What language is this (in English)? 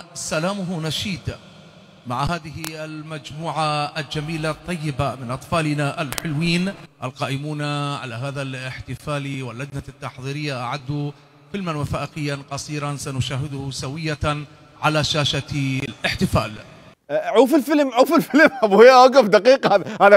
Mesopotamian Arabic